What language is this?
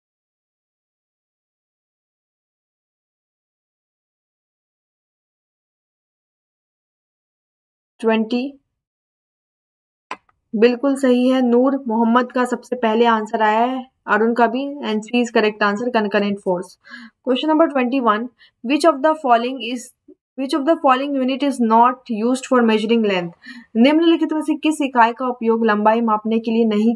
Hindi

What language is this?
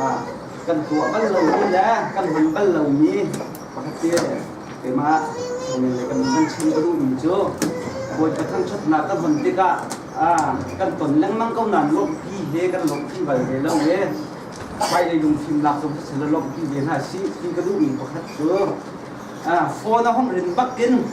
Hakha Chin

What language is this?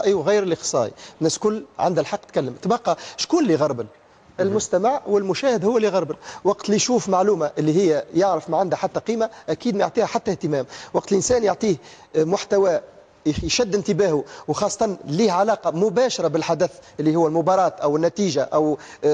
Tunisian Arabic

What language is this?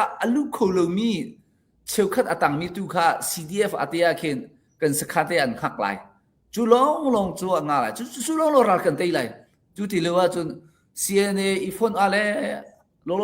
Hakha Chin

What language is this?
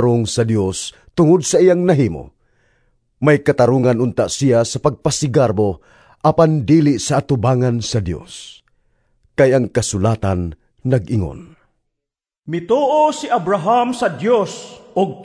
Cebuano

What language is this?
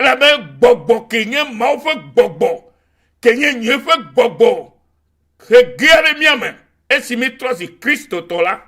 Ewe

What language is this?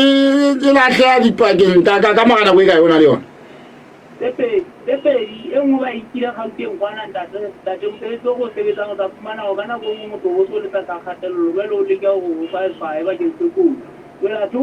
Southern Sotho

